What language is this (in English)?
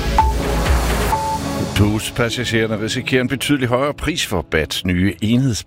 Danish